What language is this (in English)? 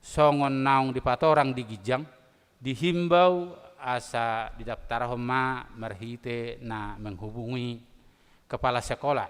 Batak Toba